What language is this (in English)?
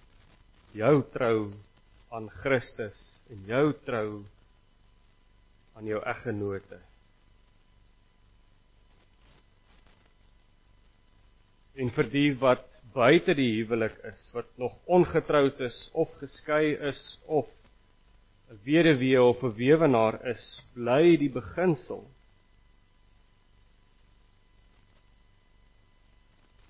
Afrikaans